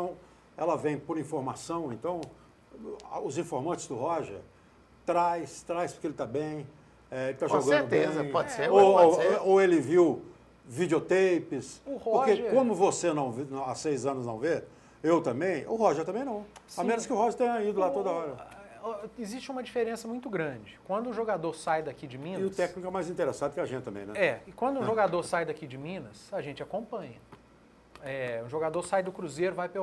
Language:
Portuguese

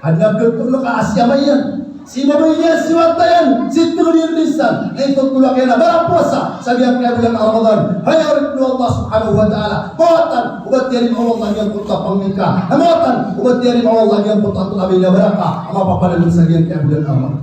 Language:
Maranao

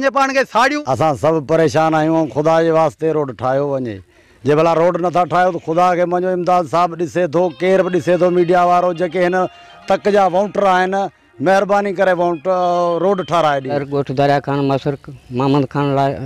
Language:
Sindhi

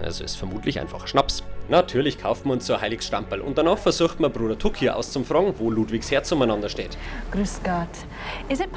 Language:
Bavarian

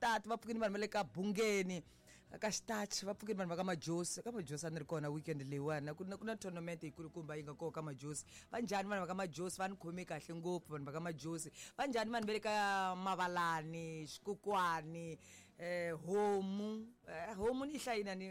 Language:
Tsonga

